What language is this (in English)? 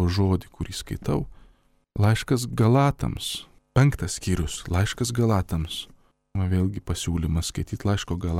Lithuanian